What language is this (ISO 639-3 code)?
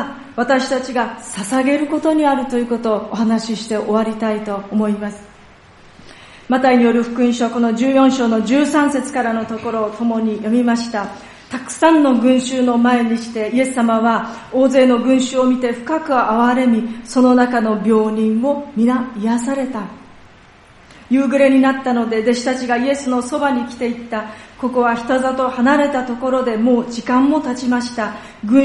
jpn